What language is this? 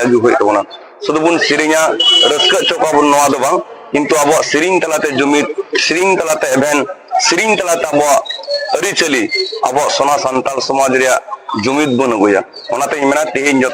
Santali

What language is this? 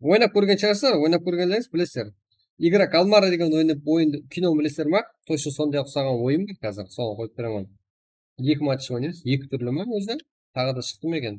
Kara-Kalpak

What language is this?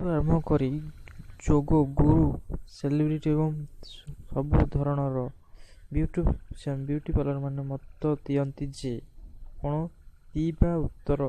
Odia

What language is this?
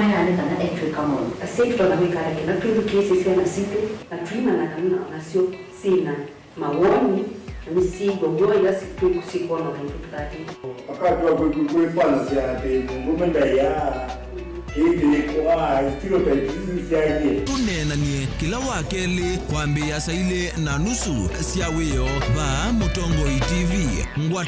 Kamba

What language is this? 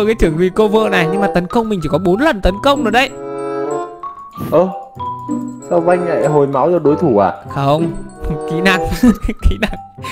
Vietnamese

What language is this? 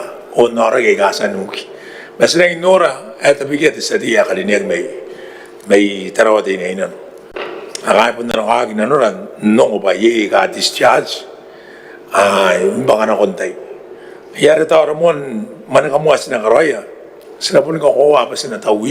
Gilbertese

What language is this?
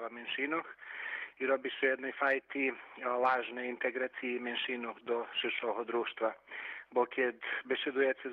Rusyn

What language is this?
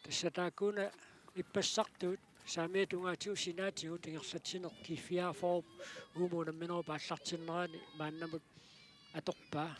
Kalaallisut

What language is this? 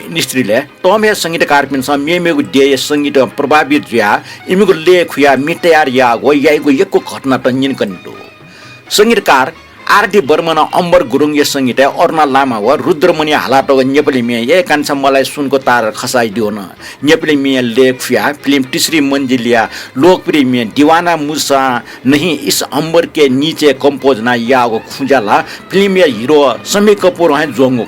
Newari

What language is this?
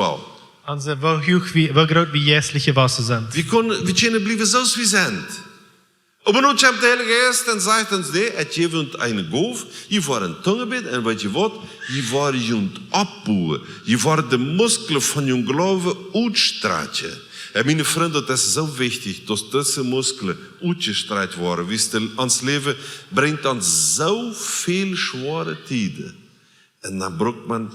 Plautdietsch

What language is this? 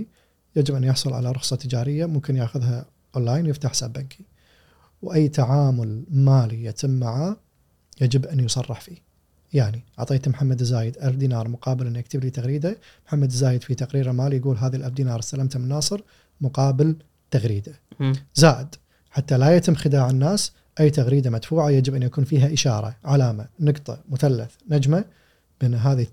Gulf Arabic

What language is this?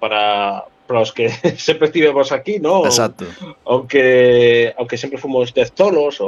Galician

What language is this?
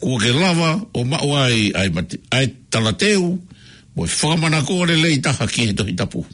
Tongan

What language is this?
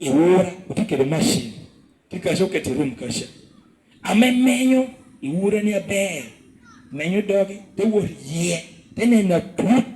Lango (Uganda)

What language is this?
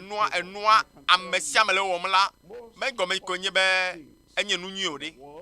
Ewe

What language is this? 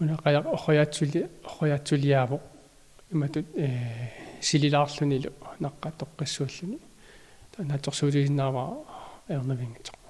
Kalaallisut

